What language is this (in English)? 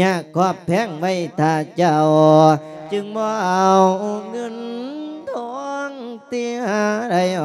Lao